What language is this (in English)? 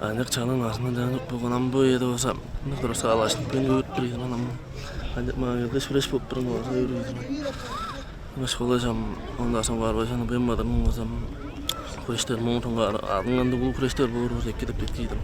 Tuvinian